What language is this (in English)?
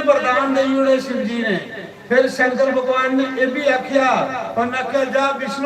Dogri